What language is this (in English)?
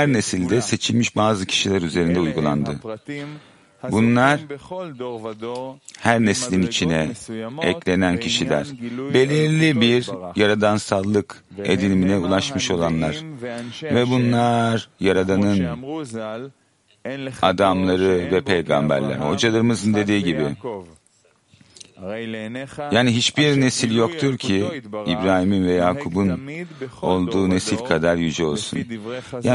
Turkish